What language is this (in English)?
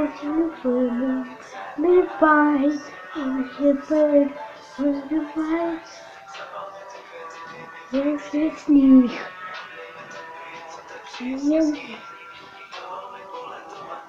Czech